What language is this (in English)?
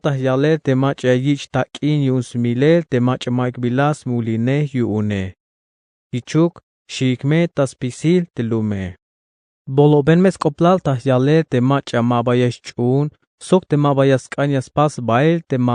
Tzeltal